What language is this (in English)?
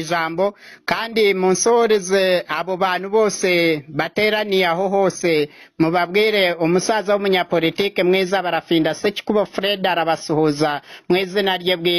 Kinyarwanda